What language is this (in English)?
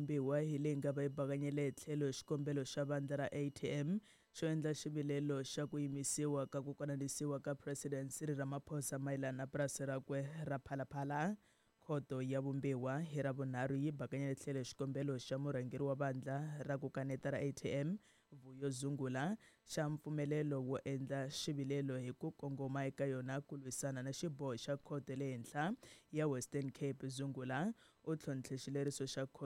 Tsonga